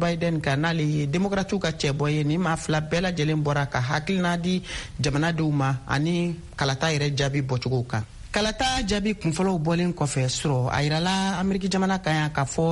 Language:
Bambara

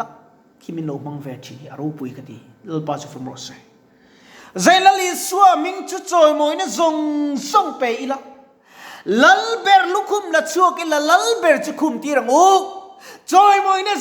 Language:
Mizo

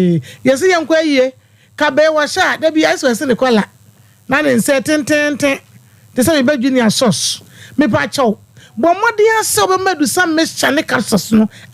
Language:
Akan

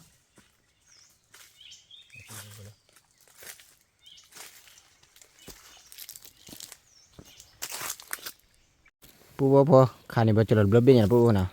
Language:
S'gaw Karen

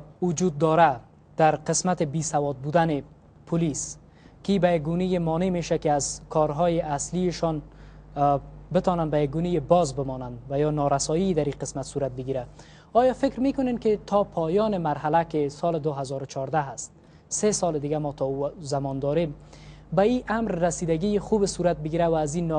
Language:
Persian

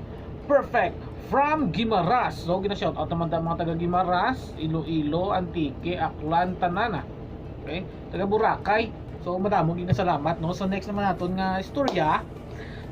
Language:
Hiligaynon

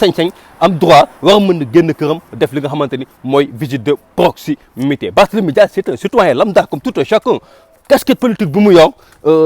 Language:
Wolof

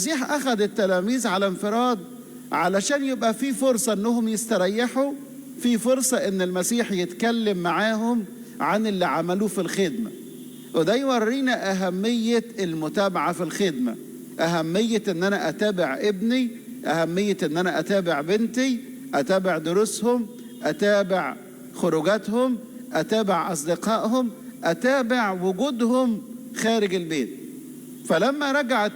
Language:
Egyptian Arabic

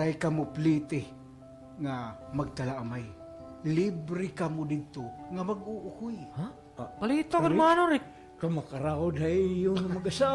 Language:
Waray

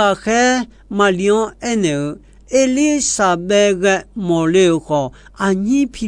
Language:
Akha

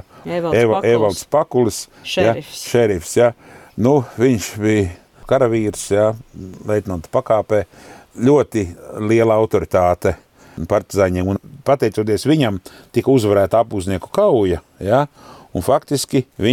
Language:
Latvian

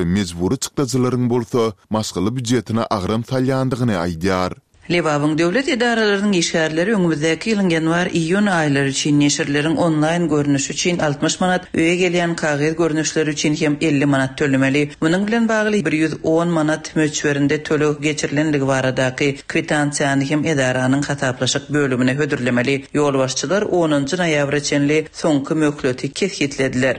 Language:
Turkmen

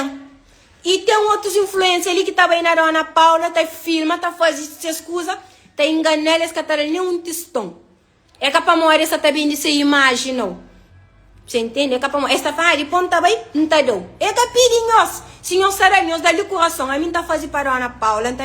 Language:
Kabuverdianu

